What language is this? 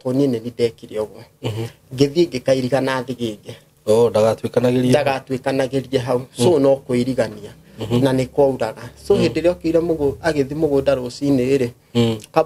Kikuyu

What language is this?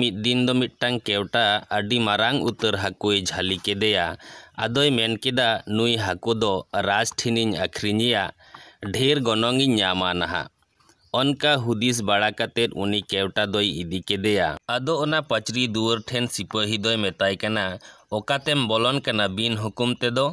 Santali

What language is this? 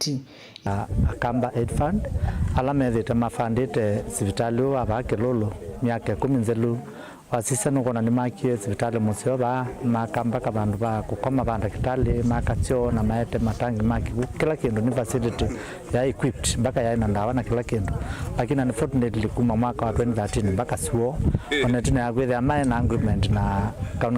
Kamba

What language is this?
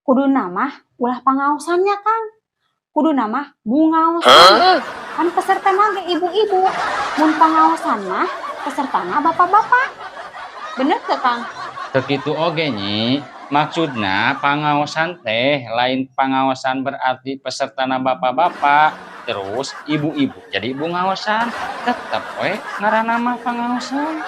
Sundanese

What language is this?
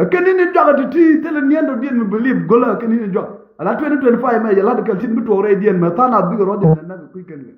Nuer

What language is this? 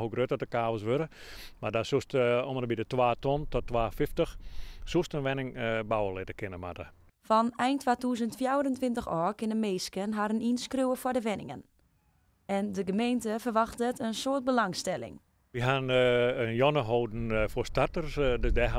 Western Frisian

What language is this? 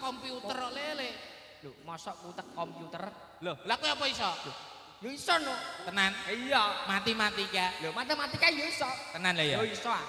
Javanese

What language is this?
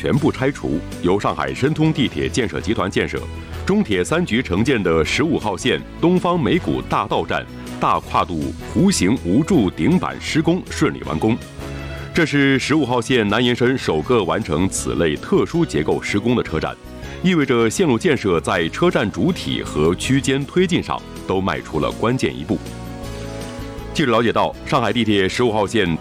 Chinese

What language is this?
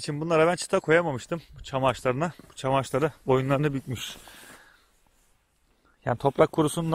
Turkish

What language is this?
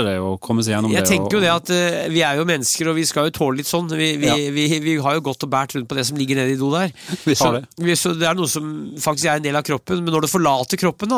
Norwegian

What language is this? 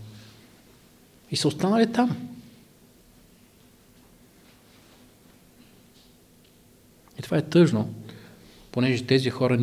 Bulgarian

